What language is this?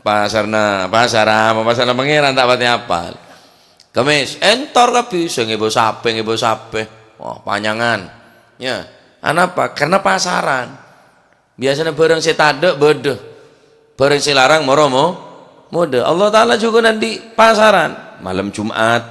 Madurese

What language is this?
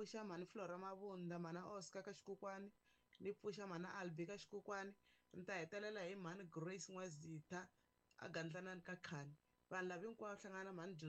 Tsonga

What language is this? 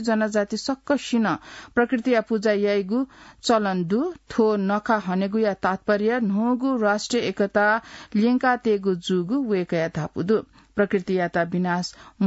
Newari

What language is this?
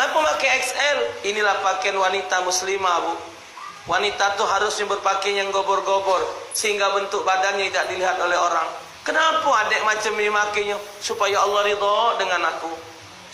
Musi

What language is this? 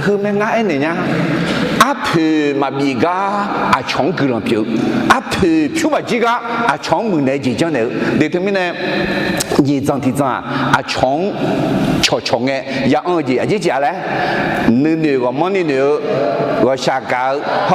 Akha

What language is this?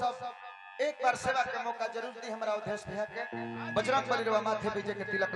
Bhojpuri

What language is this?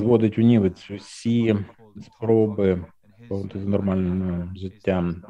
Ukrainian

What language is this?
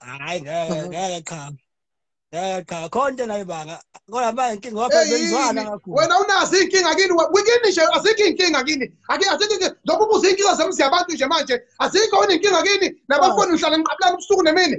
Zulu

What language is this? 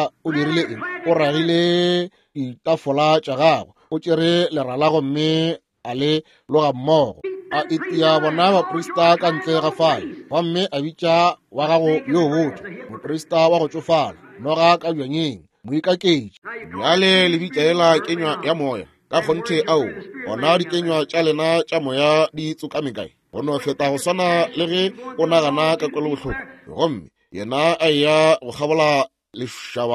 Northern Sotho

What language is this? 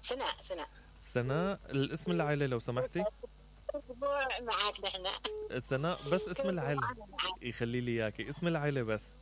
Mesopotamian Arabic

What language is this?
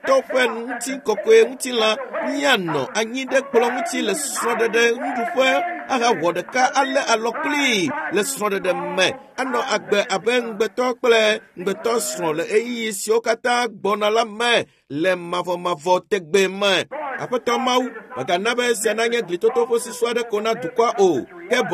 Ewe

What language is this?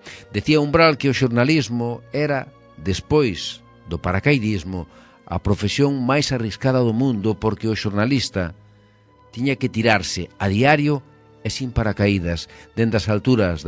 Galician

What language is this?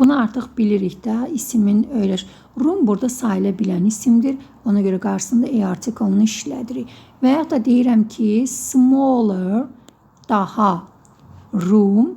Azerbaijani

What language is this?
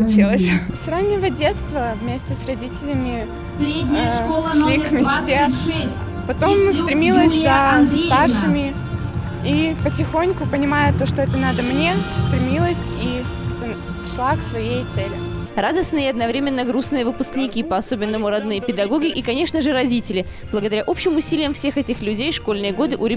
Russian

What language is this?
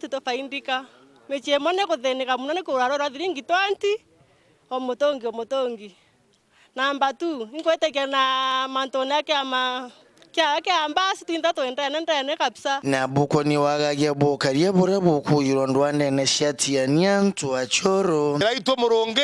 Meru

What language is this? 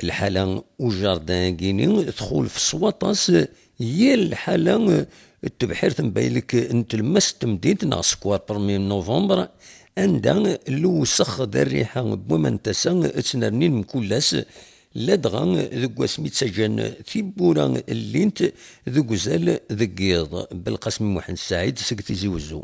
Kabyle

